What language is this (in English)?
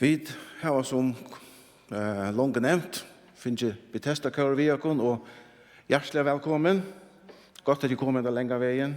Faroese